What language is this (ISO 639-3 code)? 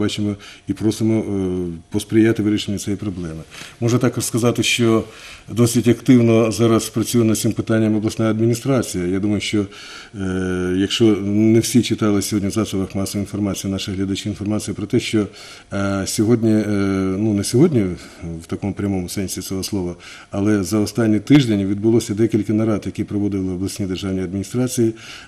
ukr